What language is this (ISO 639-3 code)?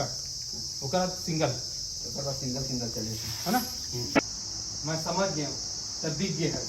hne